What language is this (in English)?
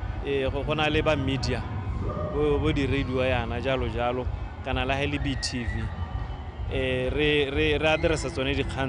Tswana